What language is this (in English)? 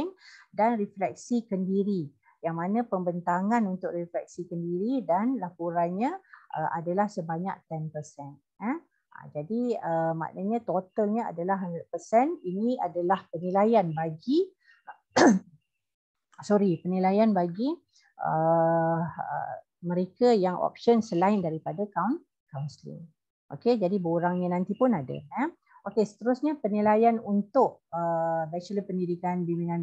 Malay